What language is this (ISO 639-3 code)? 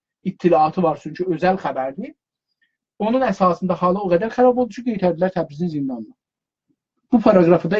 azb